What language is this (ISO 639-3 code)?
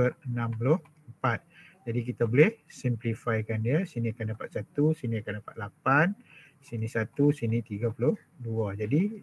msa